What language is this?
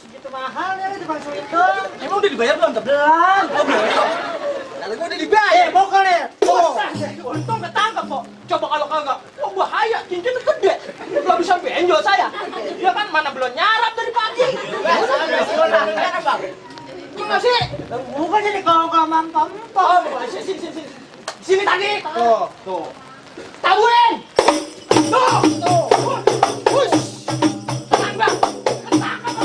Betawi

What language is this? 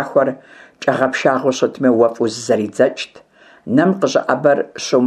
Kabardian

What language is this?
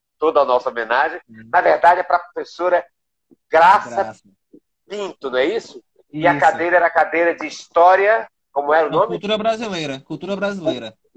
Portuguese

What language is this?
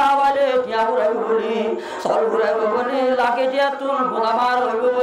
Rohingya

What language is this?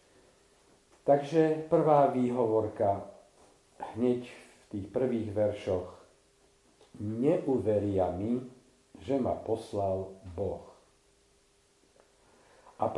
Slovak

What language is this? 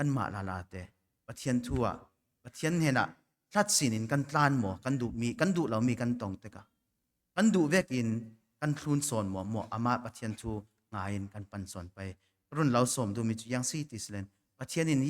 Falam Chin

